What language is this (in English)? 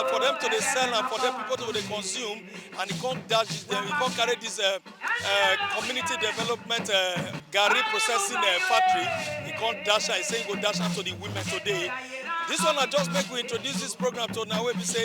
Nigerian Pidgin